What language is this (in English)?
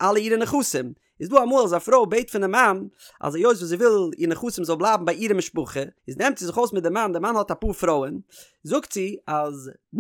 Yiddish